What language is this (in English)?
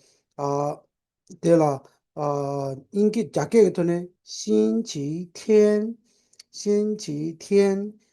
Tibetan